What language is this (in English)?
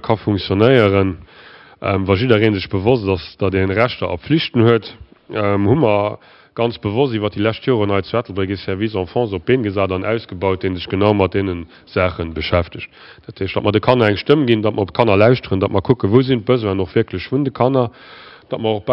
Luxembourgish